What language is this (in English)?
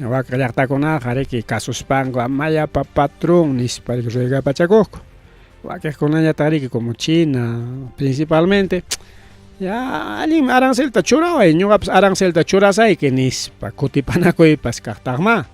Ayacucho Quechua